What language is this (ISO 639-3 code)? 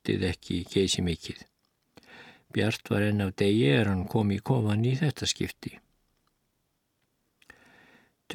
isl